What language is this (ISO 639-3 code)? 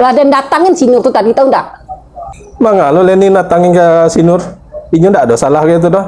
min